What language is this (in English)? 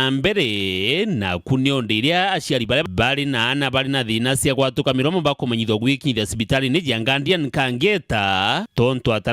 Meru